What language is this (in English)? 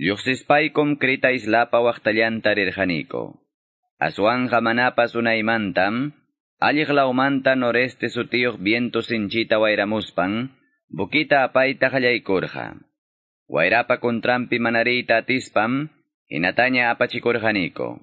Quechua